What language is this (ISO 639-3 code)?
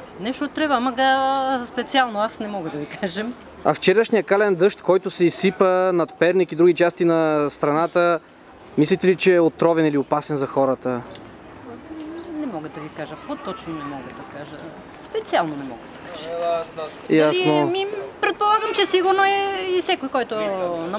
bul